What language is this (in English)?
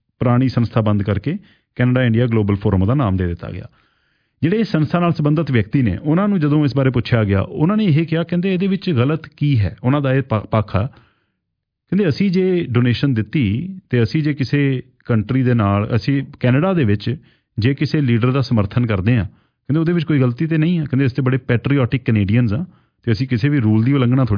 Punjabi